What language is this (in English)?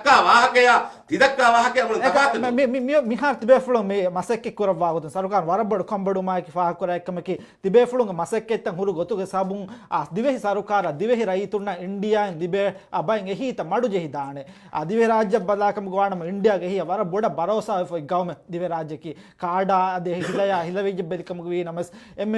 Divehi